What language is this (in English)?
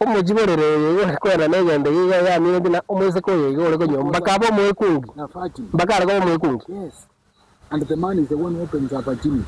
Gusii